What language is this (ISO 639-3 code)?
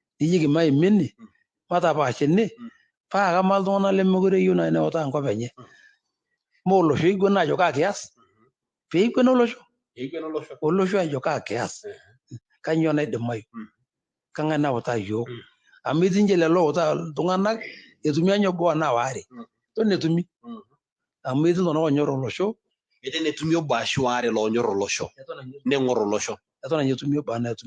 mas